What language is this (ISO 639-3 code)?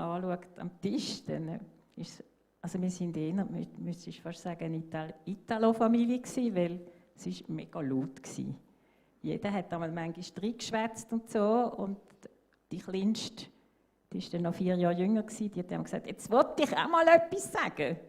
gsw